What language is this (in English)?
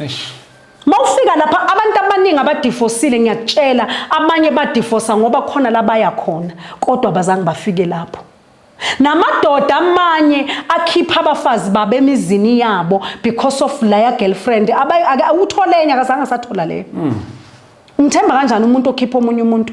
Zulu